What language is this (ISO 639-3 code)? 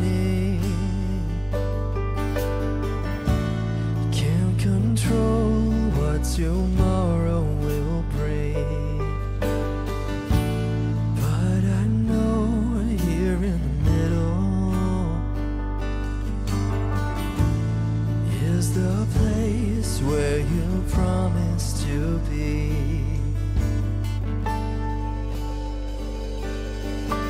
eng